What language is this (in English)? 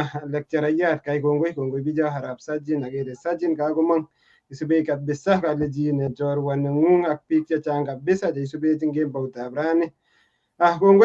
Kalenjin